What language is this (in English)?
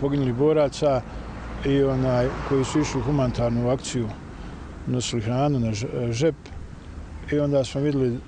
Bosnian